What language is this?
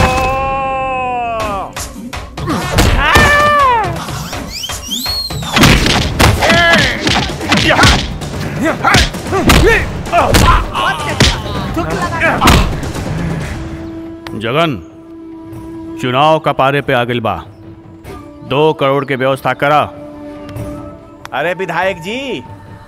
Bhojpuri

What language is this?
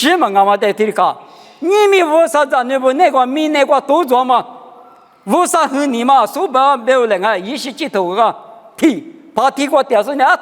Lisu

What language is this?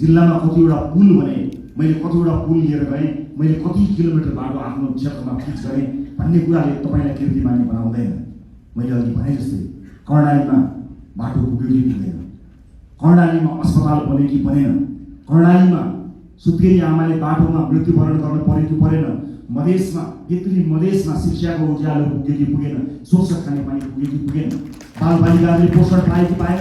Nepali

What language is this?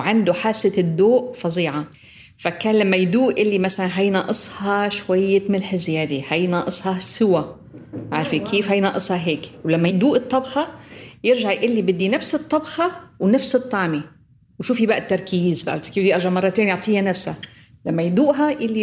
North Levantine Arabic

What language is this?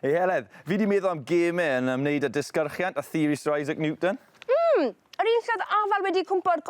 Welsh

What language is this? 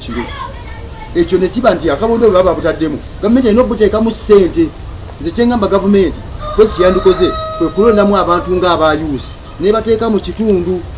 Ganda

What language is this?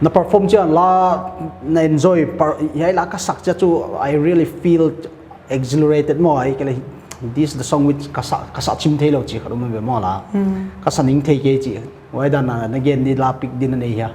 Paite Chin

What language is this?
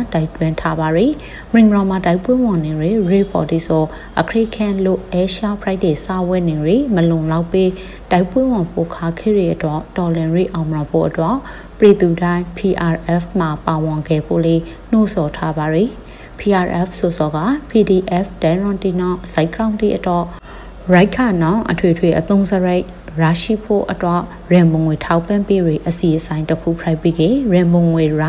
Burmese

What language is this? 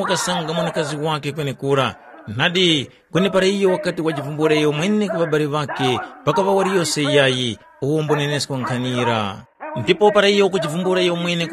Tumbuka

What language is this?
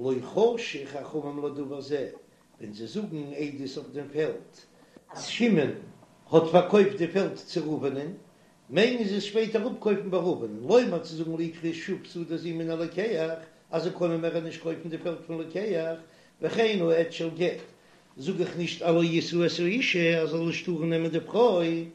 Yiddish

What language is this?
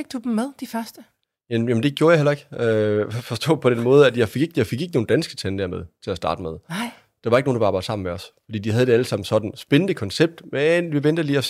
Danish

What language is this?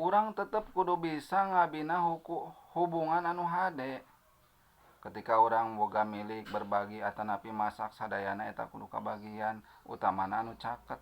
Sundanese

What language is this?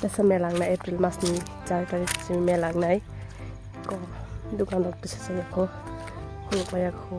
Kok Borok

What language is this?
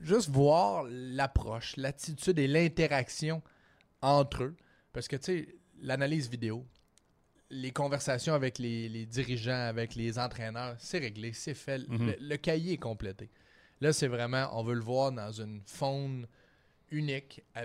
French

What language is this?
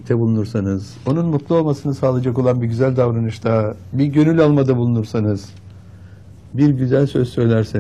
Turkish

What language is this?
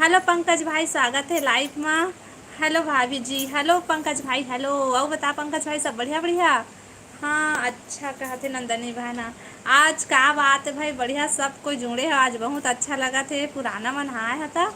Chhattisgarhi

